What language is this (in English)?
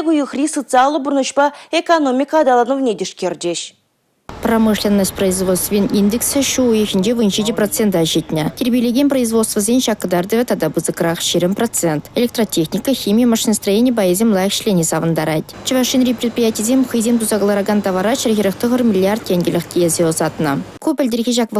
Chuvash